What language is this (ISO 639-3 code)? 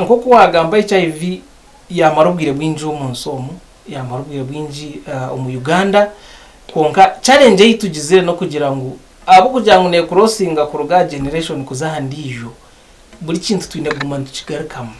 nyn